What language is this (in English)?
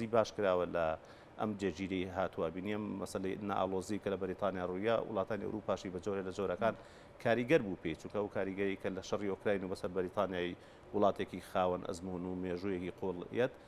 Central Kurdish